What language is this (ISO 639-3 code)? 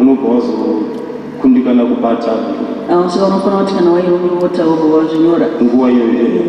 sna